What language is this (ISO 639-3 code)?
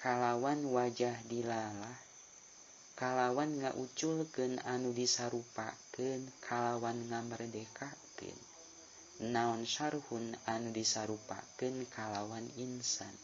sun